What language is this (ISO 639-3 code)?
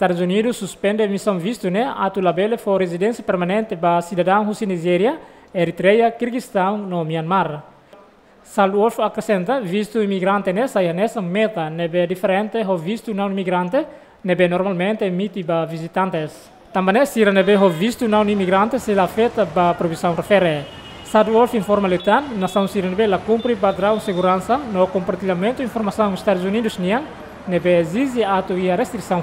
tet